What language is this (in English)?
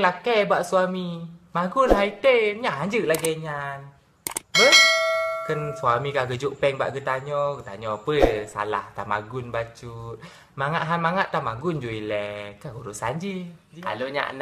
Achinese